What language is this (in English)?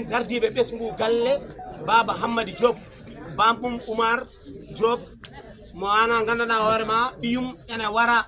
Fula